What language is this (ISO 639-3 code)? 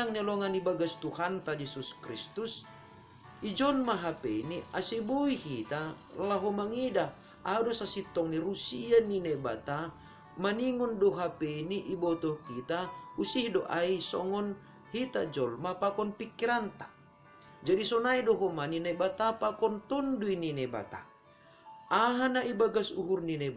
bts